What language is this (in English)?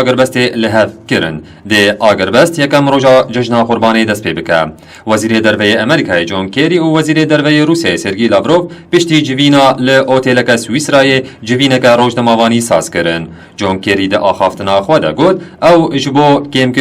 Kurdish